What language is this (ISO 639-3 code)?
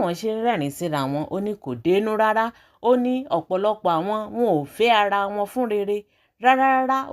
yor